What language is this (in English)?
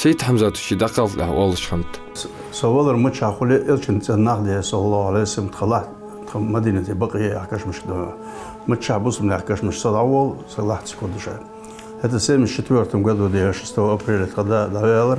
Ingush